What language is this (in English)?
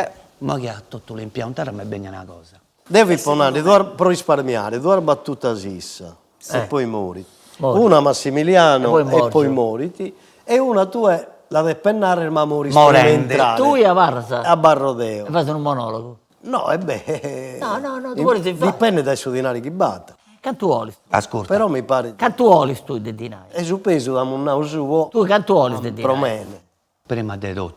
Sardinian